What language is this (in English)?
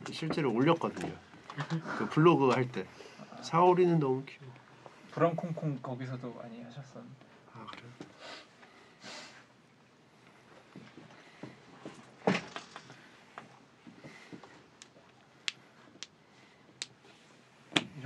Korean